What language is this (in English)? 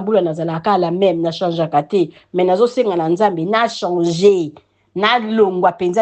Lingala